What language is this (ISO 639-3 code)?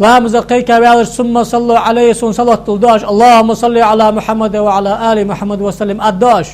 inh